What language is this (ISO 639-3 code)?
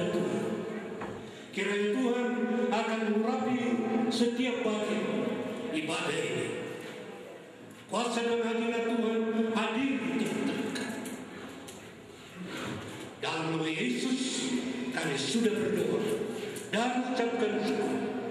ind